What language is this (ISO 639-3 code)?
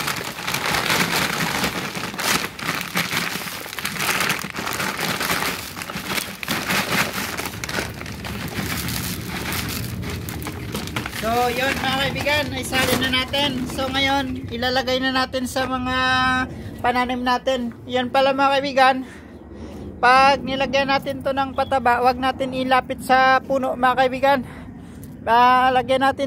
fil